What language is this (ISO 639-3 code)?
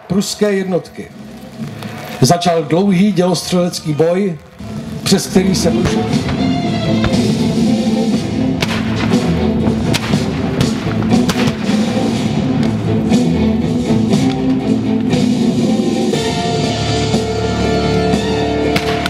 ces